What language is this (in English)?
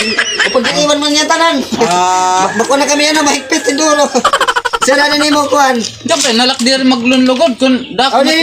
Waray